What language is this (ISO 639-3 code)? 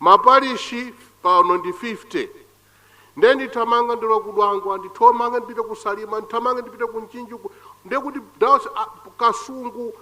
nya